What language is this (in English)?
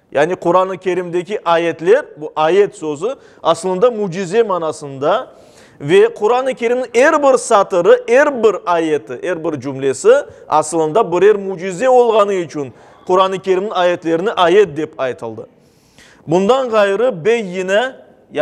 Crimean Tatar